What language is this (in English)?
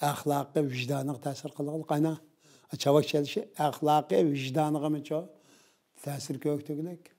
Uyghur